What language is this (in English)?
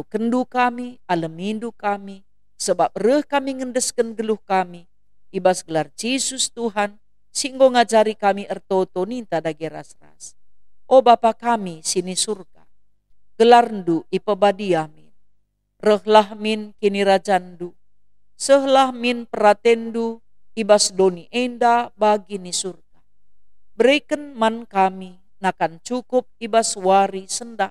Batak Karo